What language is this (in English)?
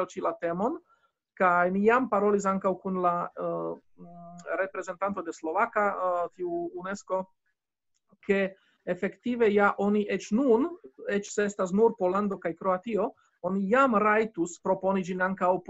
Esperanto